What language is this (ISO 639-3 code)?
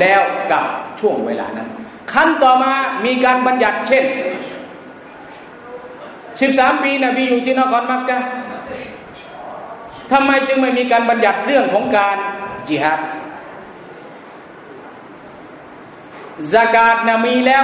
tha